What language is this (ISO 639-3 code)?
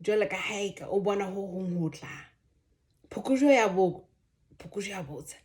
sot